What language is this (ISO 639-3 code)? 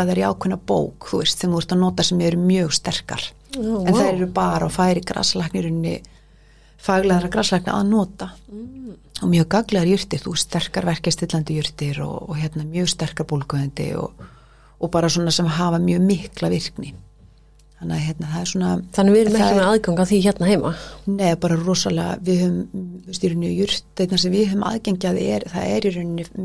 isl